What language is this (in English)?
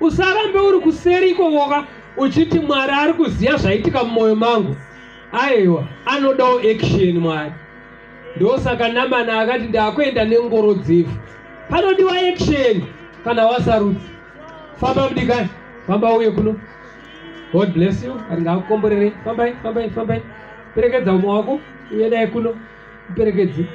Shona